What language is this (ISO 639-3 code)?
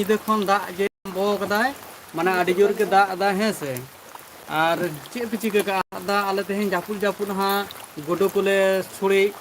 sat